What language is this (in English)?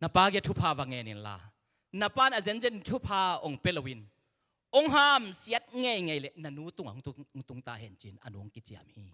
Tedim Chin